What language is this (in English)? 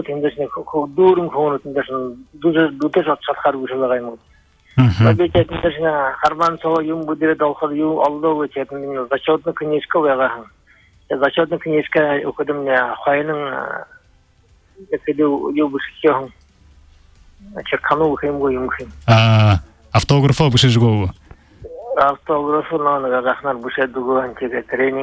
Buriat